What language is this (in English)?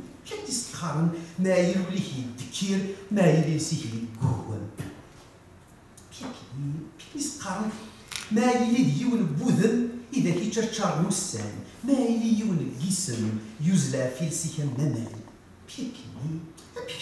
Kabyle